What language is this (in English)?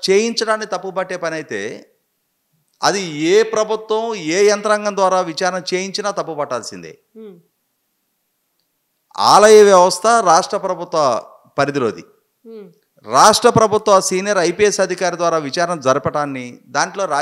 Telugu